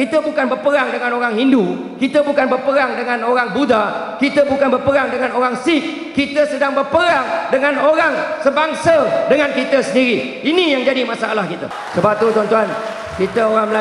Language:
Malay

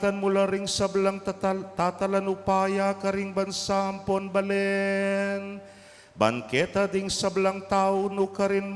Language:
Pampanga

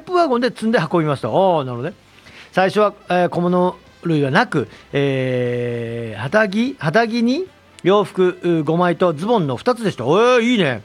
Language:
Japanese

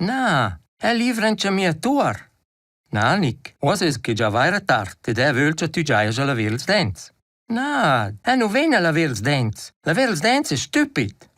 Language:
Romansh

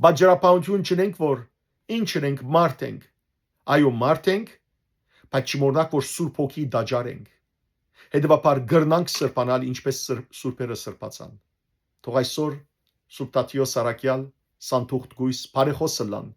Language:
Western Armenian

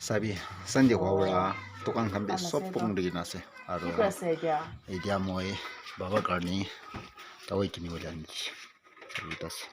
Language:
Naga Pidgin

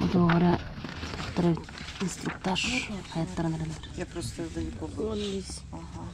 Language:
Yakut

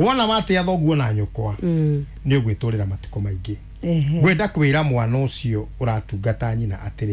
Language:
Kikuyu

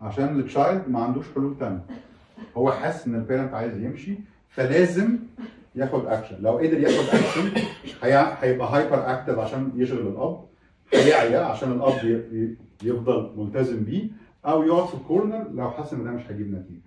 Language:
Egyptian Arabic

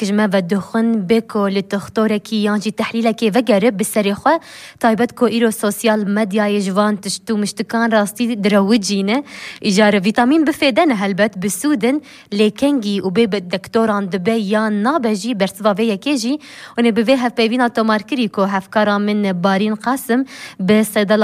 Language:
Kurdish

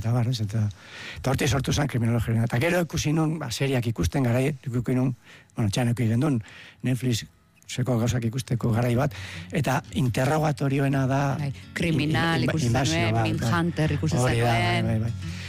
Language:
Basque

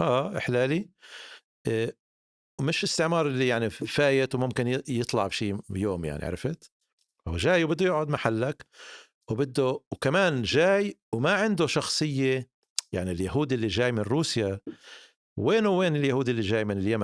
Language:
North Levantine Arabic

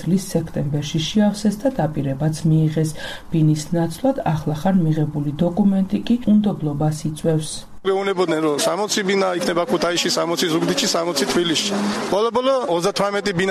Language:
Georgian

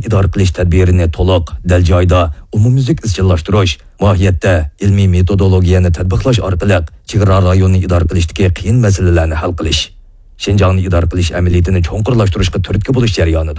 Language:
Uyghur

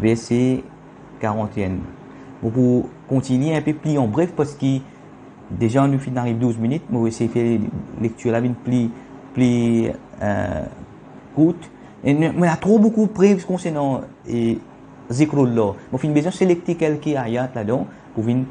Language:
Morisyen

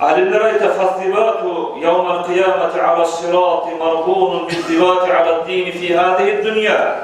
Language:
Kumyk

